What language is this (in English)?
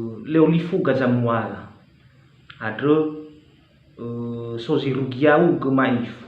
Nias